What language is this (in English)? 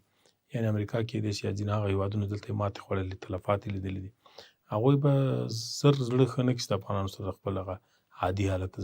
Pashto